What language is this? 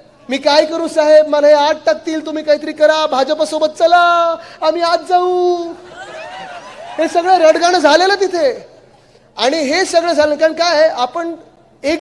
Marathi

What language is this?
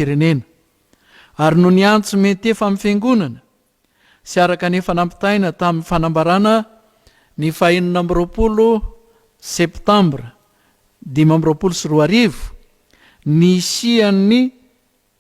Malagasy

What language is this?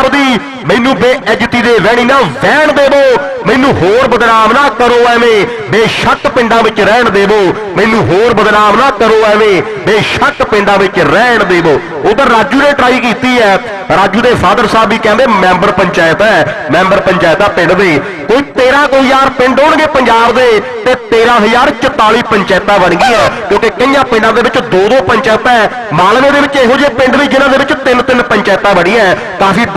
Punjabi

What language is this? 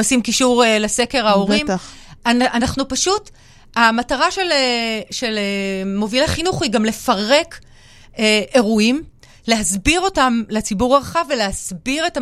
Hebrew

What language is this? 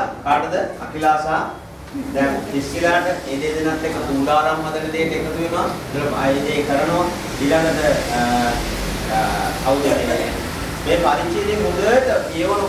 Sinhala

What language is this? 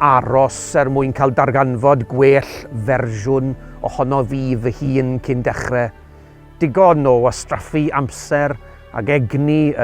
Welsh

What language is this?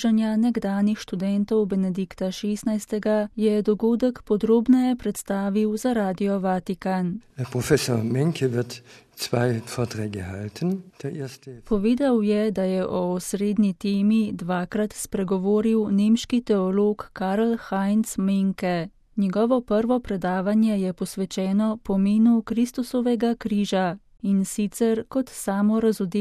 Slovenian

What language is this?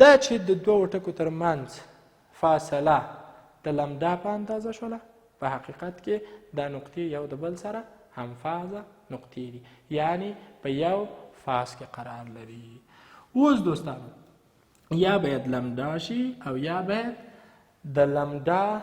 Pashto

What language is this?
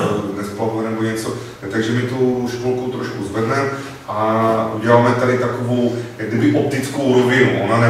Czech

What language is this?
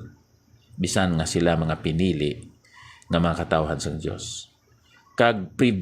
Hiligaynon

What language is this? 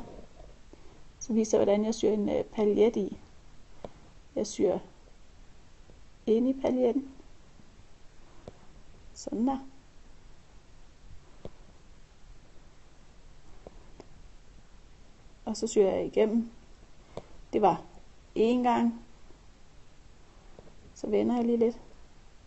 Danish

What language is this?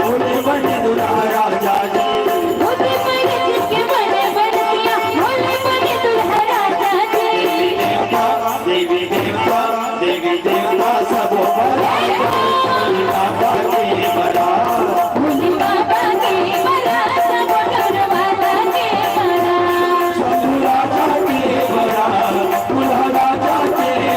Chhattisgarhi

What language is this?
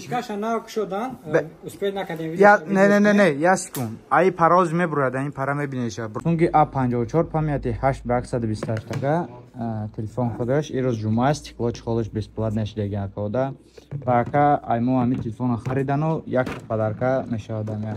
Tajik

